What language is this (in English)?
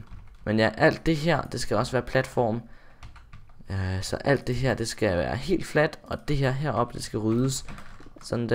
Danish